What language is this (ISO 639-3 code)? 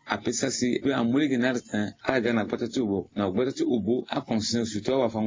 sag